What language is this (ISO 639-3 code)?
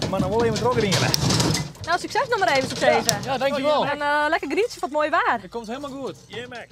fry